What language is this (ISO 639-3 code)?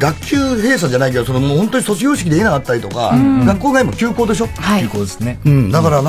jpn